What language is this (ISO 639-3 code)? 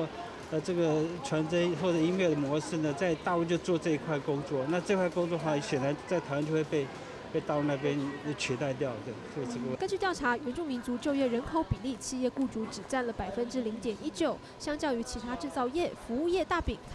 zho